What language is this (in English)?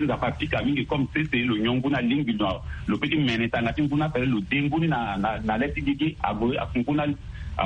Sango